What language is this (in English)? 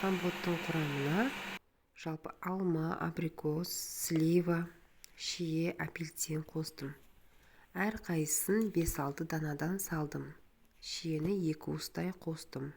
Kazakh